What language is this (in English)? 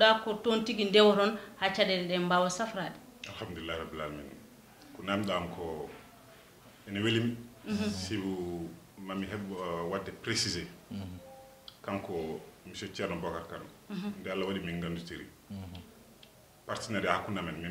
Fula